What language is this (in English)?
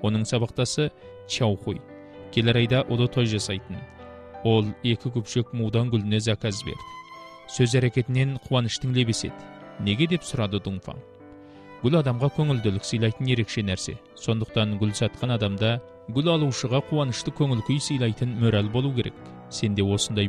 Kazakh